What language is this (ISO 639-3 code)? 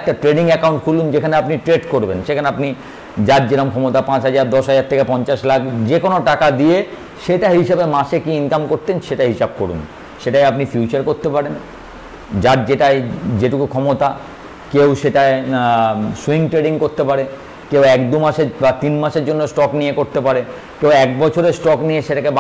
ben